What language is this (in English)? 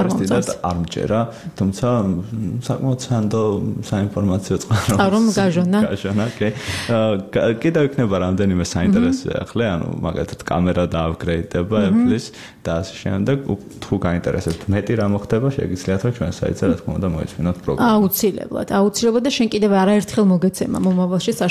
Georgian